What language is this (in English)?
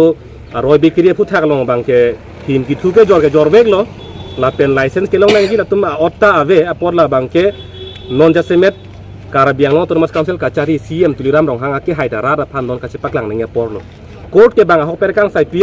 Karbi